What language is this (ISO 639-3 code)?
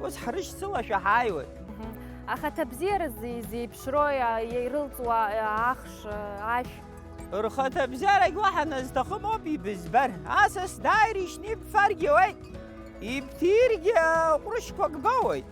abk